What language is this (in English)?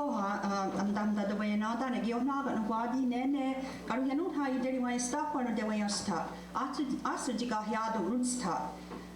Mohawk